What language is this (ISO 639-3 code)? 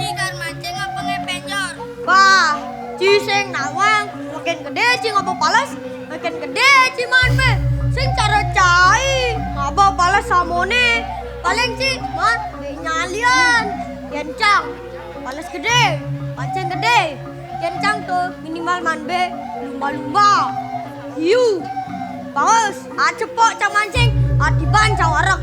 ban